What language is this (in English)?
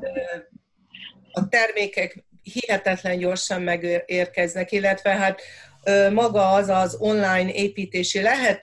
Hungarian